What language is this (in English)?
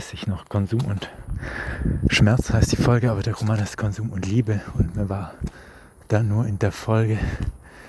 German